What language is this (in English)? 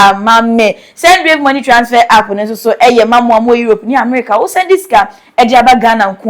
Akan